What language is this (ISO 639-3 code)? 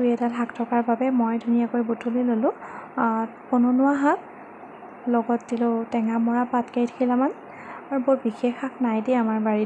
asm